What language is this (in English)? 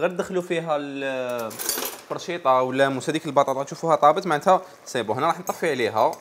Algerian Arabic